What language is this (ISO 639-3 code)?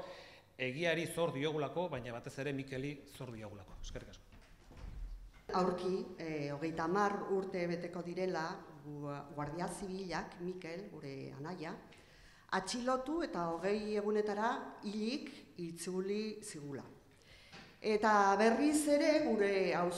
eus